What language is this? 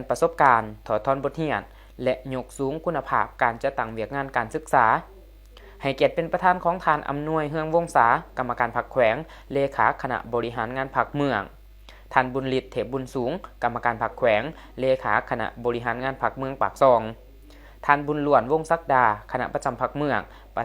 Lao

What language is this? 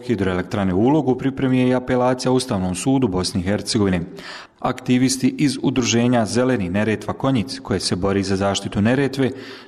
Bosnian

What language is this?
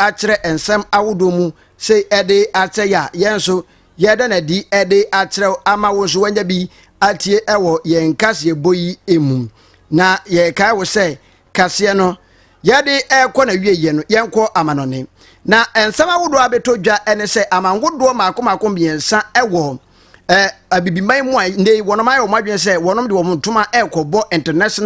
Akan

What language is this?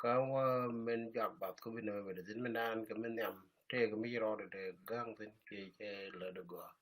Nuer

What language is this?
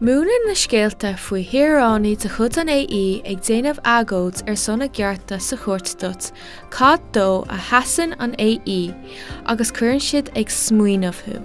Irish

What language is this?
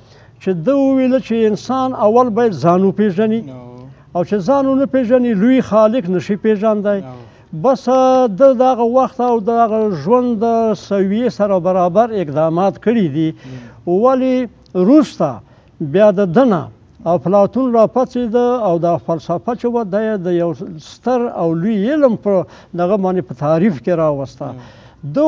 Pashto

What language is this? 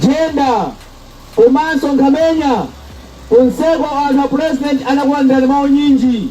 Nyanja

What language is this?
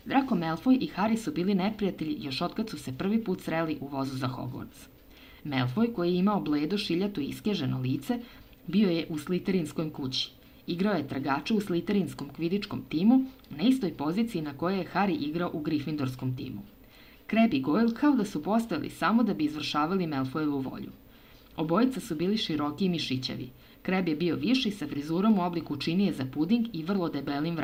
Serbian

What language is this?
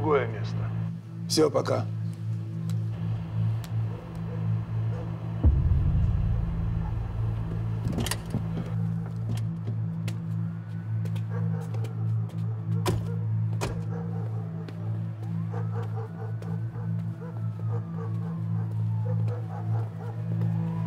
Serbian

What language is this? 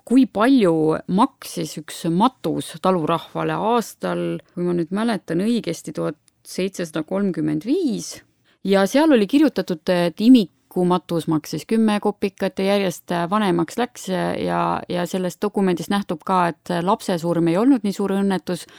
Estonian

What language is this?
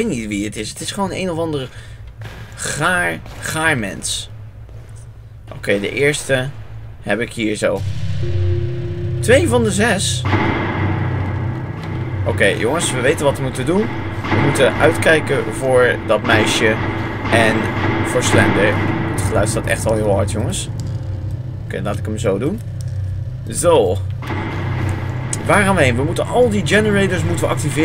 Dutch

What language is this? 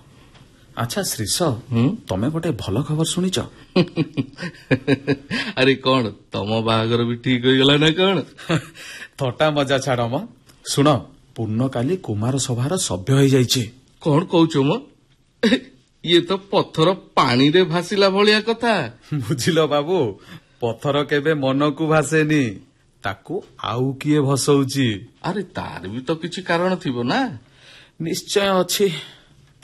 Odia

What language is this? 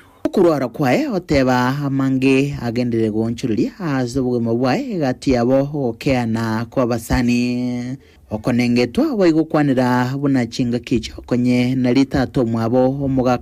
Gusii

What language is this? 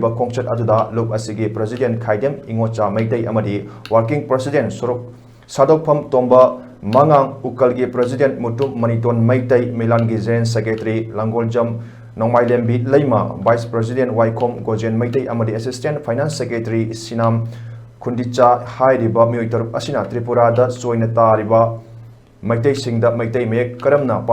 Manipuri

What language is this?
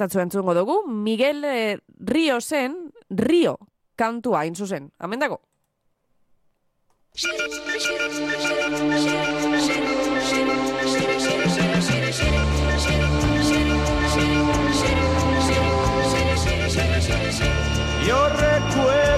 Basque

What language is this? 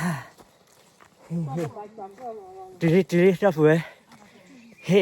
S'gaw Karen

